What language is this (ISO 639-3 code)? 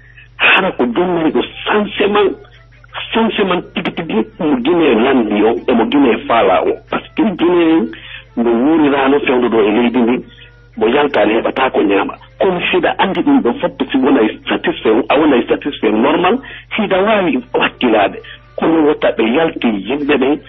fuf